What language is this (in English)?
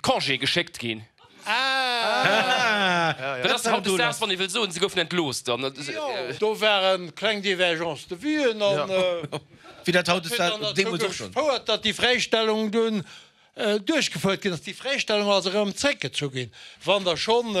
Luxembourgish